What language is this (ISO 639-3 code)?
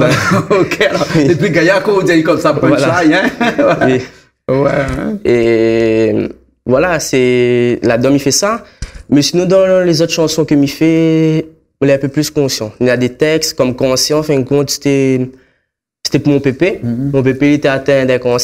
rcf